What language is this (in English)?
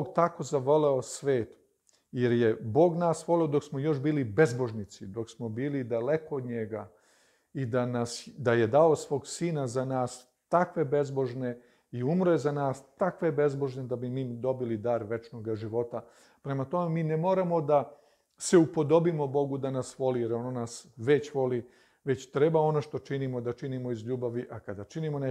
Serbian